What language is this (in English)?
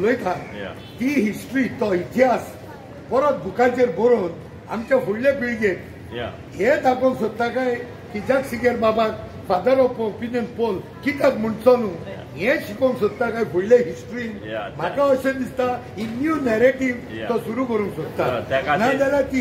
Konkani